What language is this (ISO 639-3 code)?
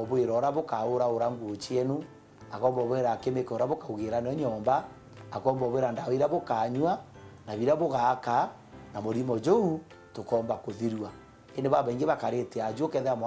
mer